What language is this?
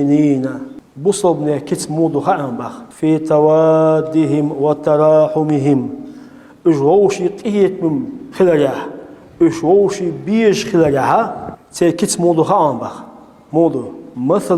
Chechen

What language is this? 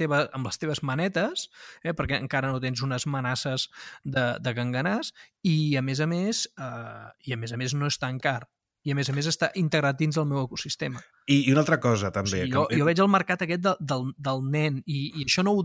Catalan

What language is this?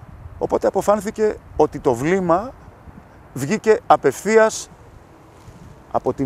Greek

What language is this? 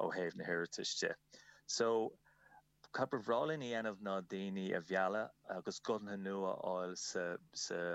Irish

